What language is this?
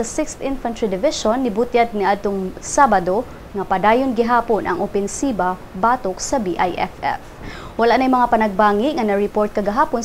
Cebuano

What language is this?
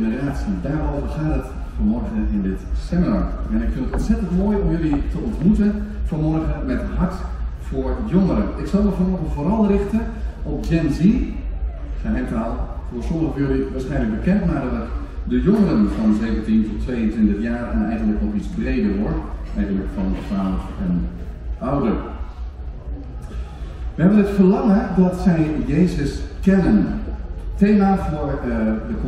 Dutch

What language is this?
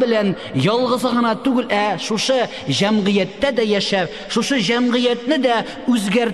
Tatar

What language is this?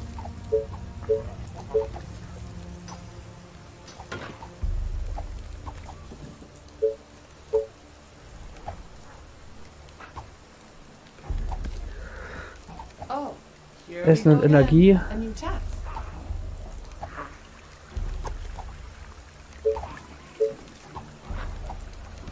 German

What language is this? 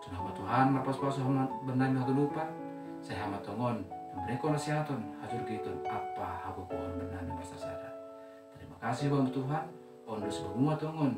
Batak Simalungun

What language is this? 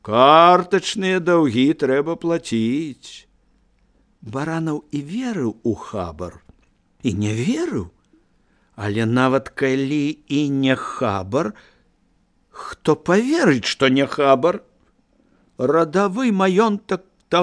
Belarusian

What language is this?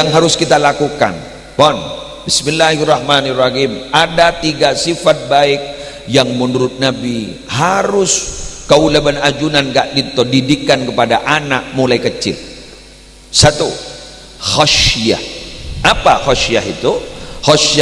Madurese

